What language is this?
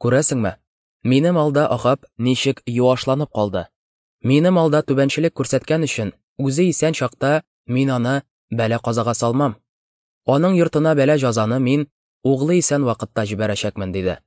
Tatar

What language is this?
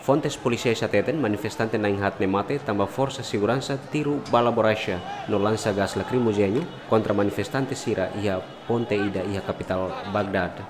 Tetum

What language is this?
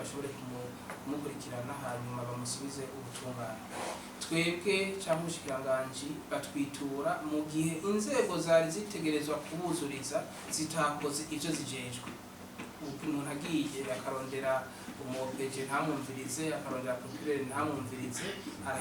Rundi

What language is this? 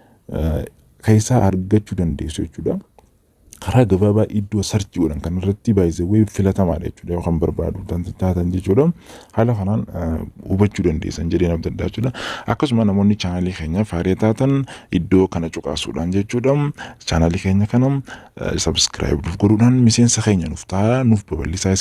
Oromo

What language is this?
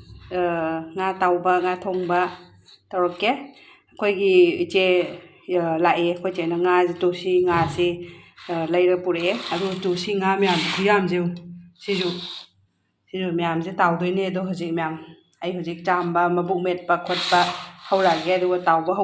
Manipuri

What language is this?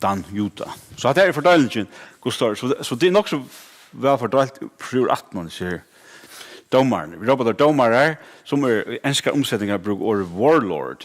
Faroese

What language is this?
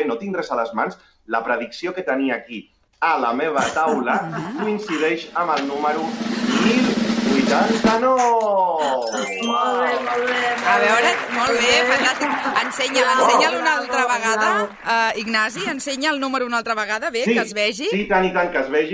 Catalan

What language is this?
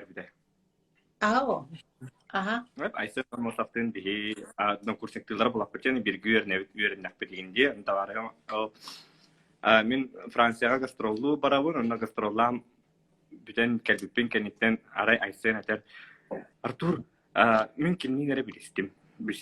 Yakut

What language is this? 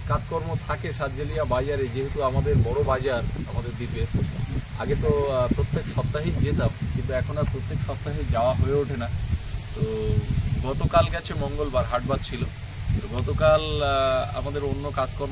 Bangla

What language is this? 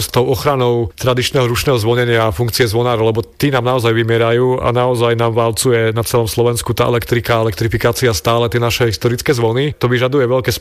Slovak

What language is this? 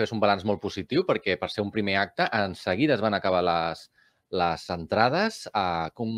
Catalan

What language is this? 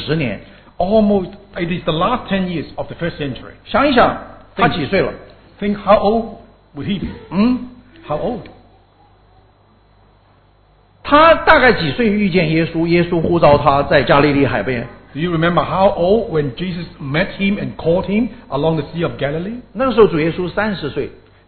Chinese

